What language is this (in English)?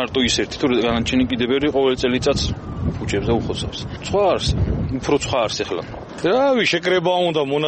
Georgian